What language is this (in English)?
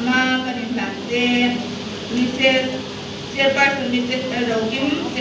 Hmar